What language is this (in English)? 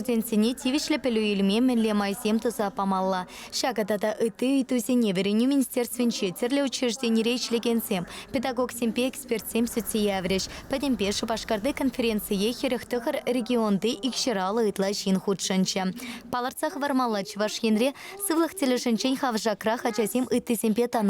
Chuvash